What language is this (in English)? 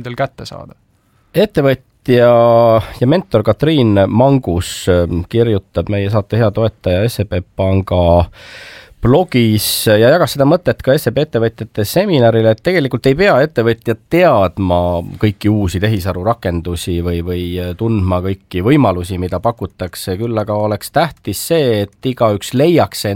Estonian